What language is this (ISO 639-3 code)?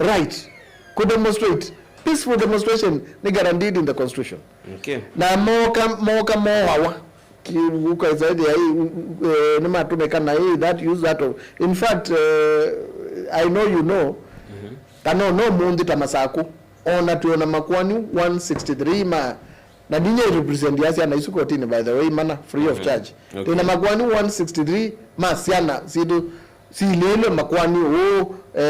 kam